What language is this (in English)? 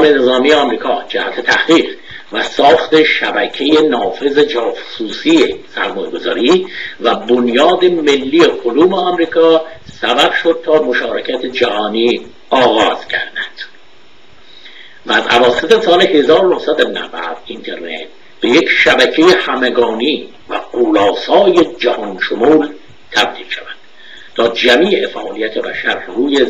Persian